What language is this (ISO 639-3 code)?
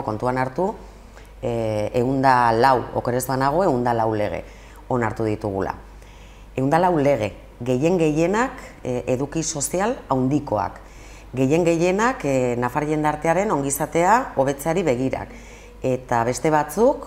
eus